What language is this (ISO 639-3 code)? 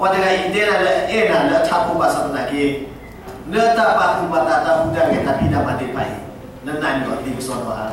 ksw